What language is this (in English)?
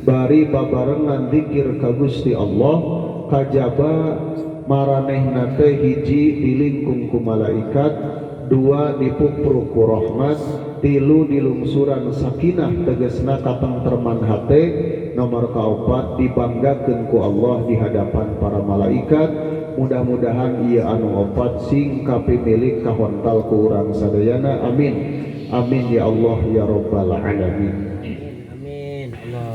Sundanese